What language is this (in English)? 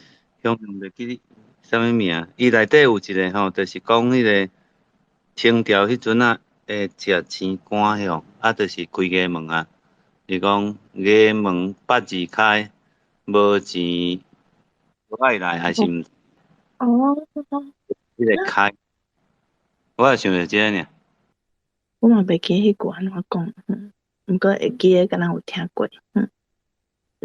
Min Nan Chinese